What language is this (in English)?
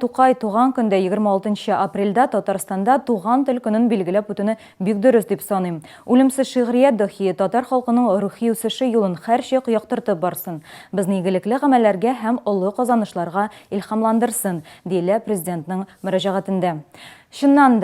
Tatar